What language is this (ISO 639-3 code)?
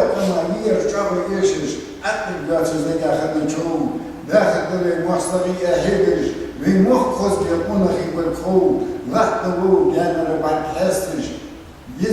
inh